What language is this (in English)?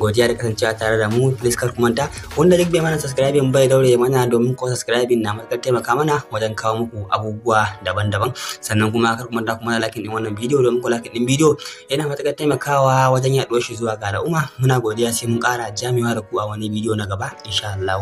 Hausa